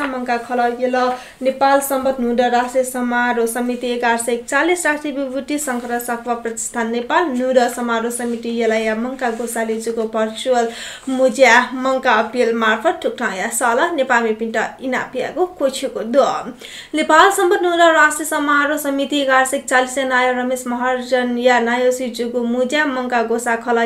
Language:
Newari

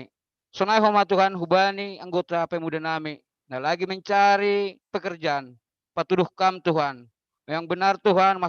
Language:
Batak Simalungun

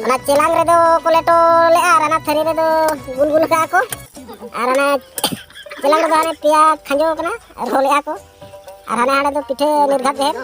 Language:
Santali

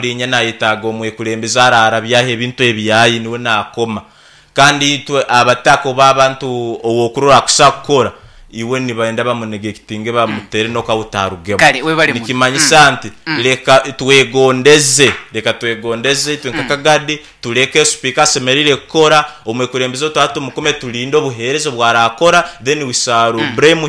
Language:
Nyankole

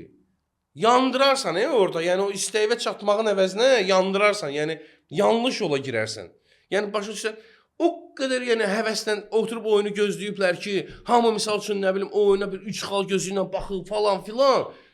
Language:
Azerbaijani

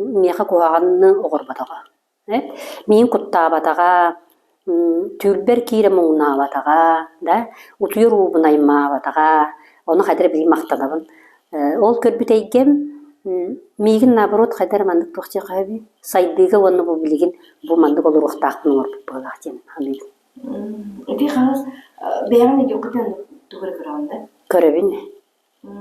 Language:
Yakut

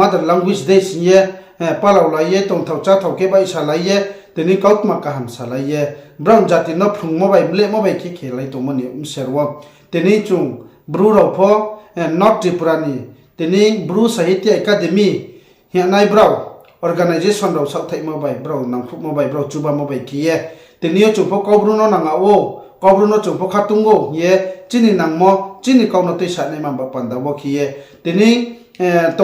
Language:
Riang (India)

